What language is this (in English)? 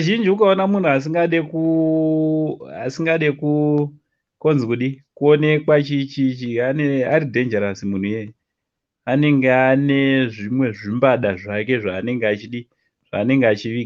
Shona